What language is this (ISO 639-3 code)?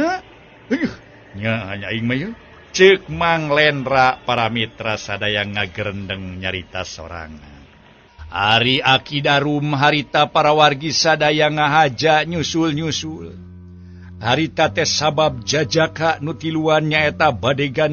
sun